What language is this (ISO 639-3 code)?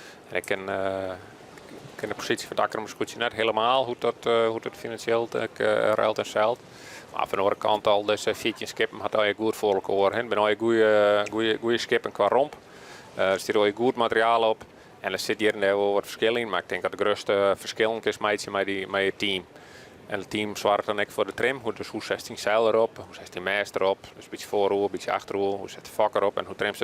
fry